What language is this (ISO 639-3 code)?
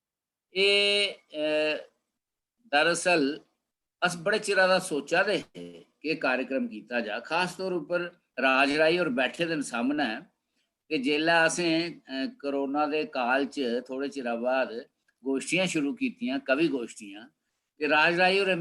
doi